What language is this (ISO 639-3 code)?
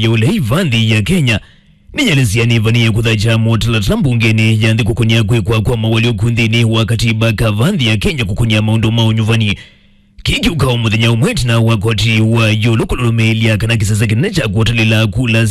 kam